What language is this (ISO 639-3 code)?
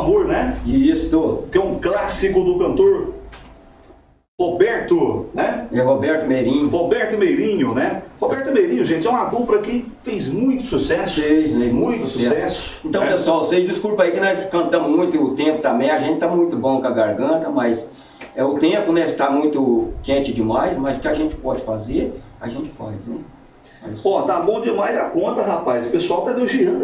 por